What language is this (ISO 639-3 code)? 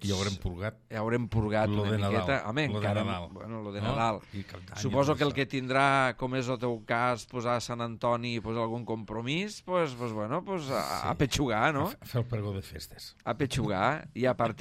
cat